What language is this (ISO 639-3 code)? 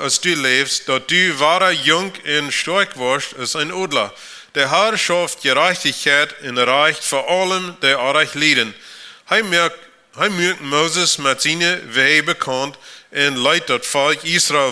pdt